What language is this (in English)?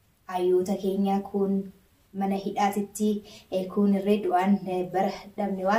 Oromo